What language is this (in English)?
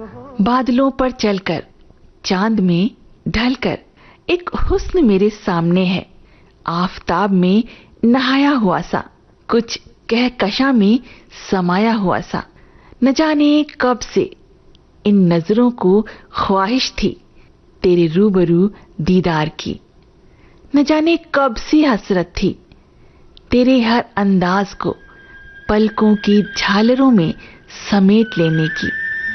Hindi